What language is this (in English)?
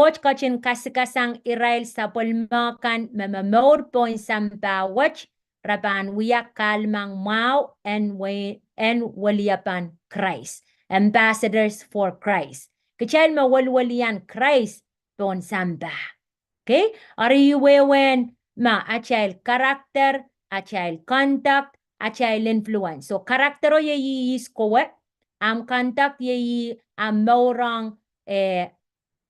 Pohnpeian